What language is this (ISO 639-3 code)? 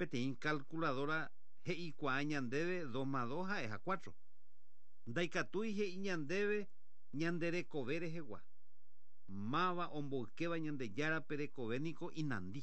grn